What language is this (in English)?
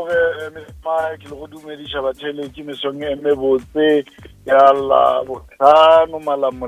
Northern Sotho